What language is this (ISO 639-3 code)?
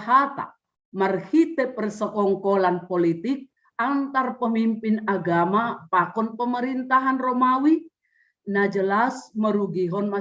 bts